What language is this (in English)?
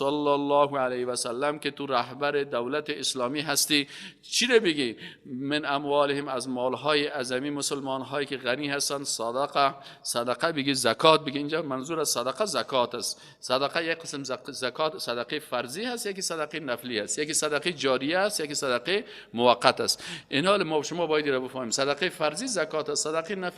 Persian